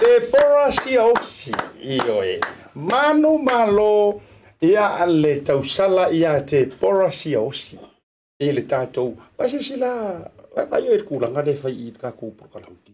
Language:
Samoan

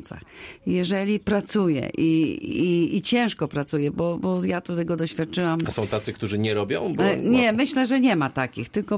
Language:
Polish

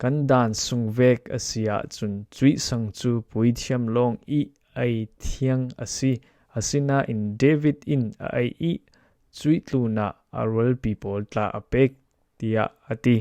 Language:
Falam Chin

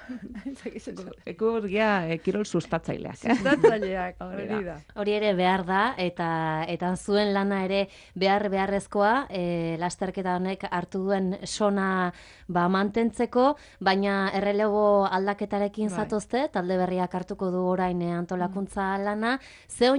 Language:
Basque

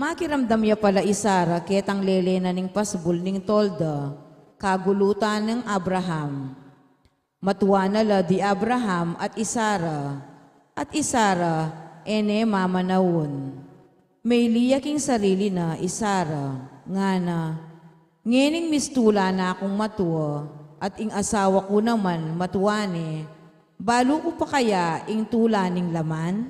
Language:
Pampanga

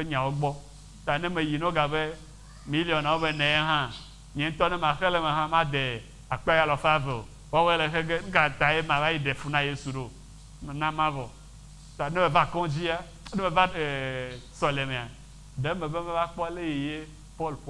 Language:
Ewe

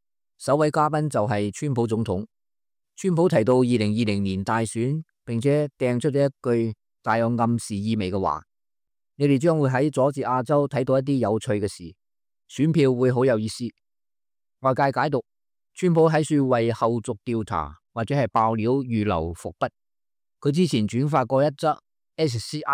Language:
Cantonese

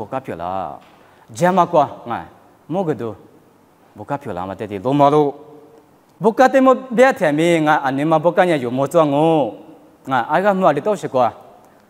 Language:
Lisu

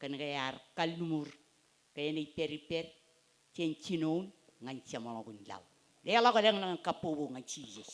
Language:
Marshallese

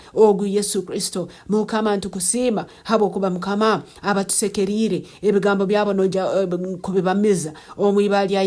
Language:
Nyankole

